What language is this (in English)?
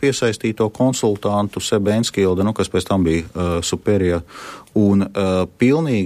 Latvian